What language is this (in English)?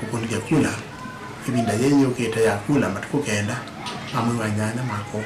Kamba